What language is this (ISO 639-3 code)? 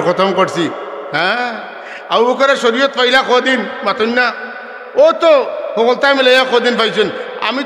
syl